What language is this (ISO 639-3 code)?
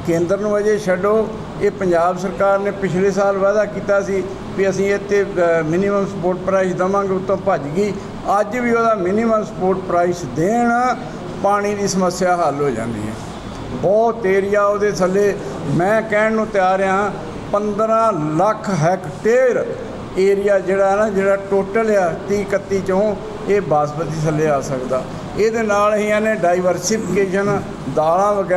pan